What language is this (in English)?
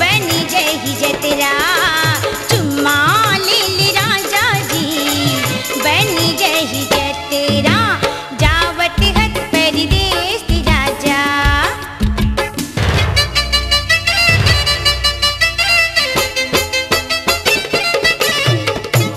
Chhattisgarhi